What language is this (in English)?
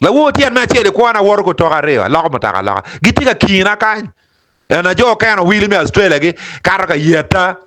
Acoli